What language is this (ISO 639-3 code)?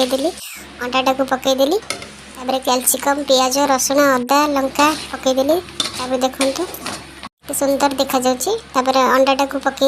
ori